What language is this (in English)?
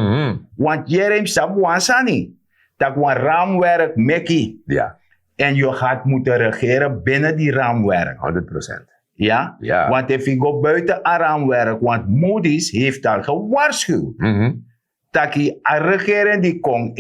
Sranan Tongo